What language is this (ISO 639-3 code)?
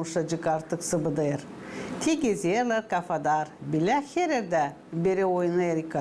gag